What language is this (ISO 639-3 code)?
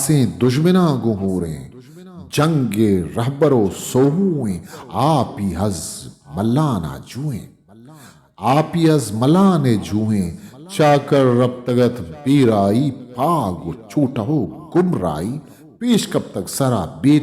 bgp